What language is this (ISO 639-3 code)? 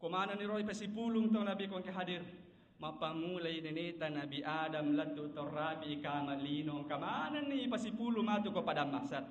bug